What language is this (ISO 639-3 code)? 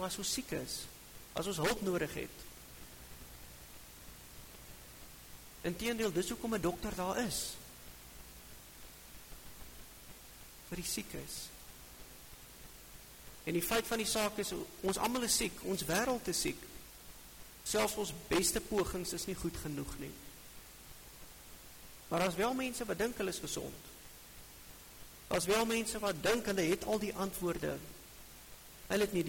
afr